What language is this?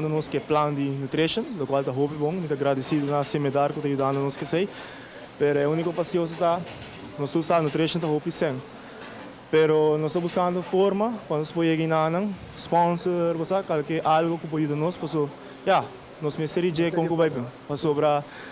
Papiamento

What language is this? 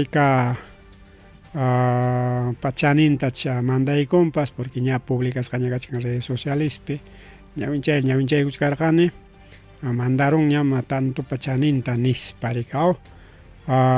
Ayacucho Quechua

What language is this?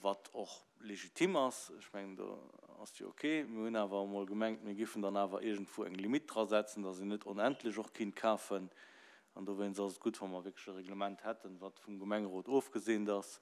Luxembourgish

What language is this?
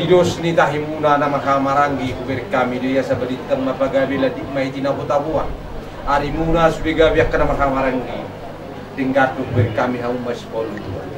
Batak Toba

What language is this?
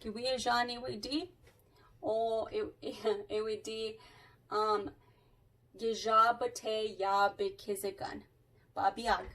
Chippewa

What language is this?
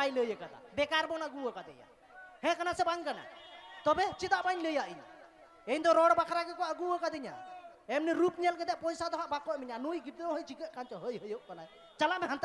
Santali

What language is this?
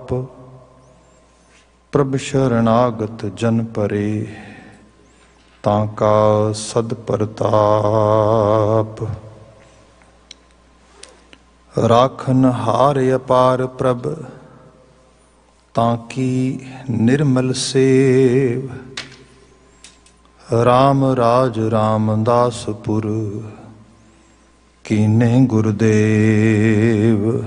Punjabi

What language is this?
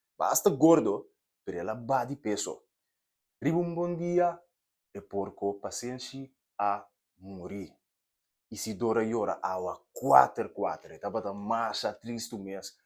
Papiamento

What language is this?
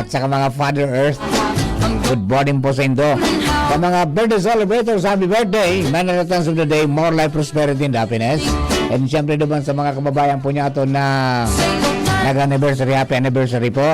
Bikol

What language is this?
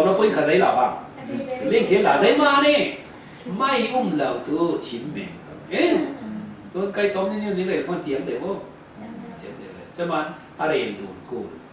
Falam Chin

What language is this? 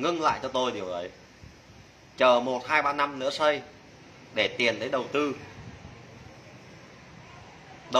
Vietnamese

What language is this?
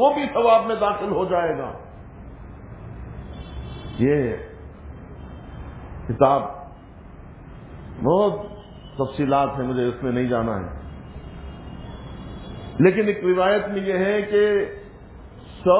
Urdu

